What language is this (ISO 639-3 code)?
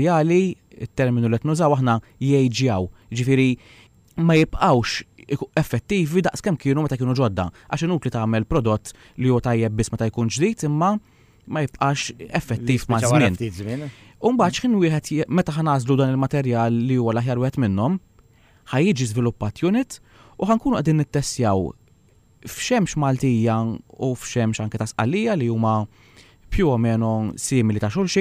mlt